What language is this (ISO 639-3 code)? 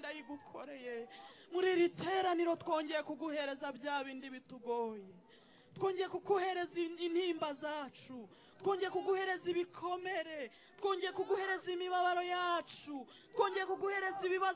kin